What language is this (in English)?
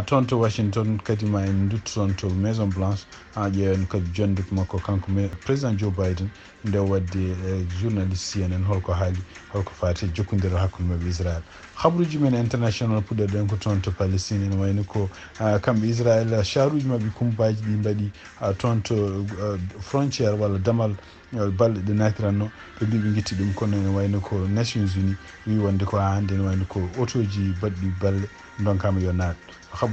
Fula